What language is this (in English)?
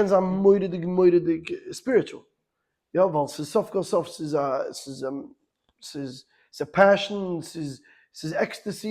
Yiddish